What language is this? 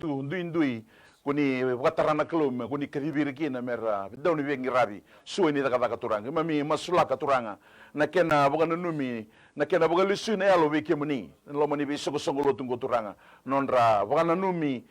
Fijian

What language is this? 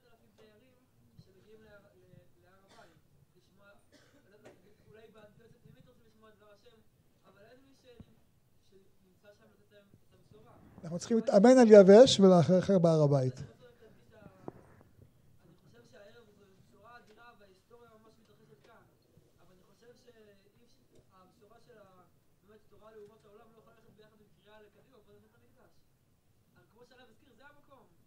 Hebrew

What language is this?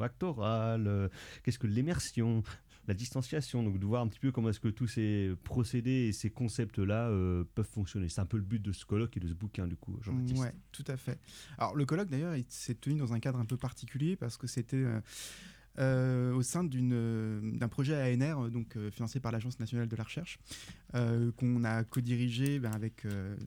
French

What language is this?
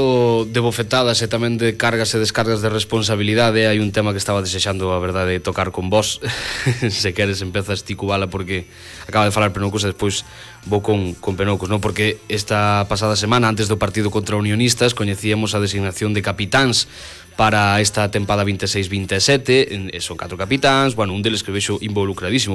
Galician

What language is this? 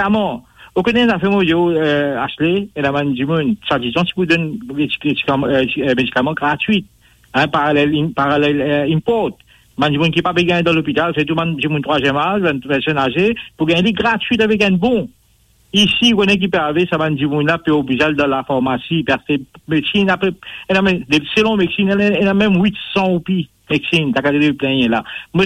Morisyen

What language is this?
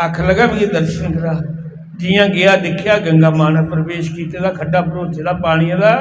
Dogri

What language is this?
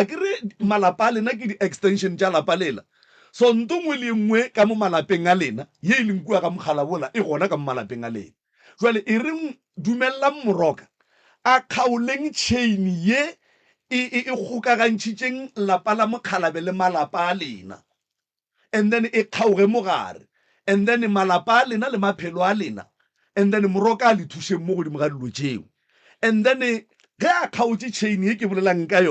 Northern Sotho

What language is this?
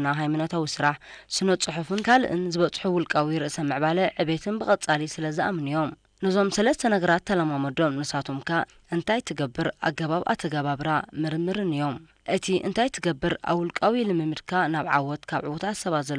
Tigrinya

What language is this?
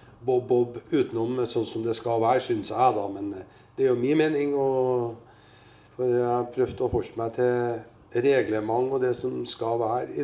Norwegian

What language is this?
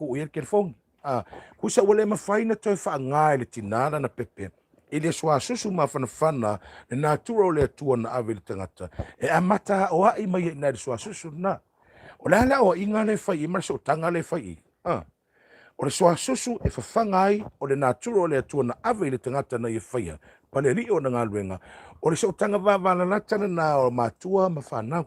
Samoan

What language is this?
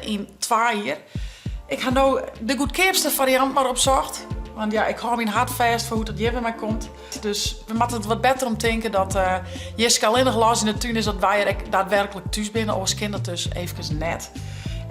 Western Frisian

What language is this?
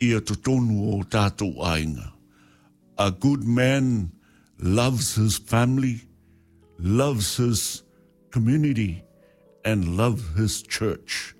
Samoan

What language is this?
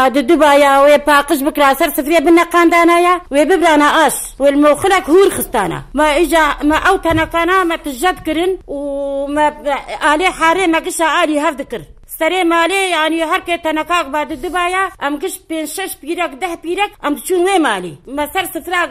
Kurdish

